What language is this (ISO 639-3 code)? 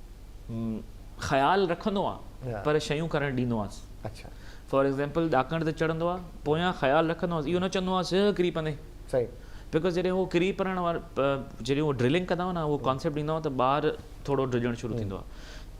snd